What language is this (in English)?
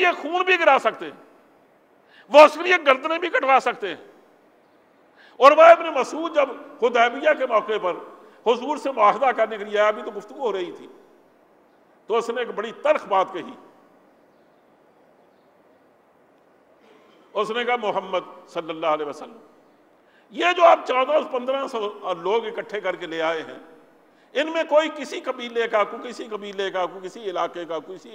Urdu